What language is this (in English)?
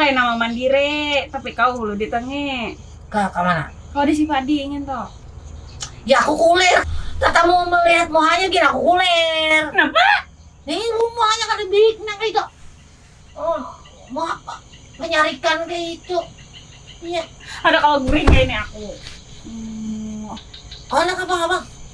Banjar